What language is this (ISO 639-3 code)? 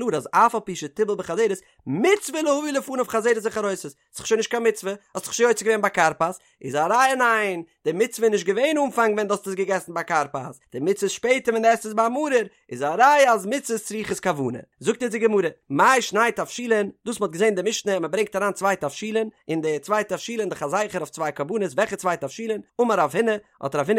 yid